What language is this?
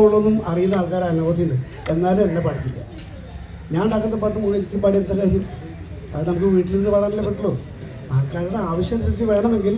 Malayalam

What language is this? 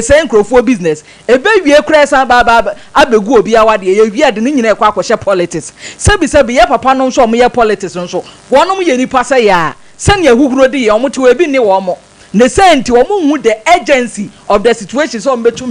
Akan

